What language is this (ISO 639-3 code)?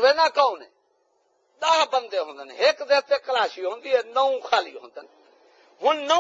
skr